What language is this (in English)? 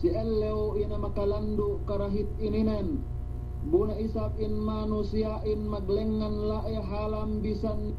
Yakan